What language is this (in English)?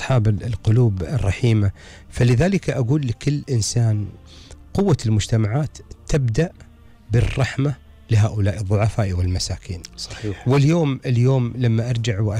Gulf Arabic